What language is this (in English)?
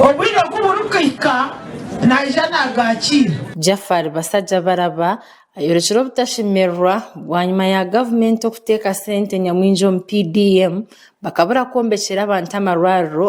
Nyankole